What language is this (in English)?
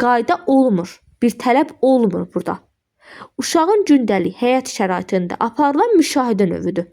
Azerbaijani